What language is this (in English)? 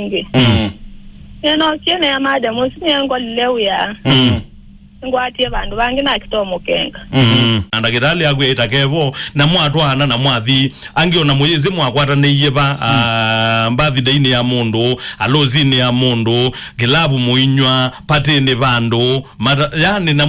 Kamba